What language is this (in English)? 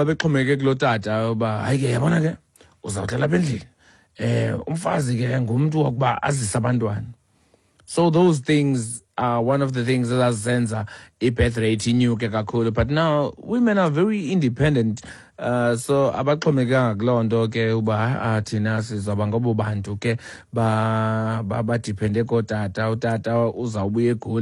Xhosa